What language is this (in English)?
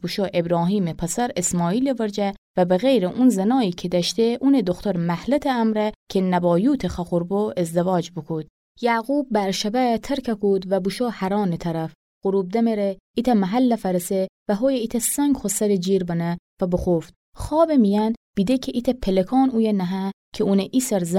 Gilaki